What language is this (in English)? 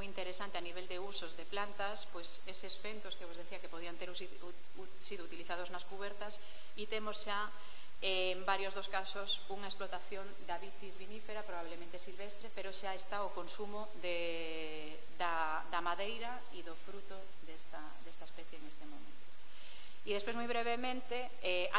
Galician